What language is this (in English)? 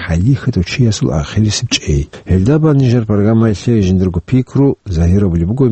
Avaric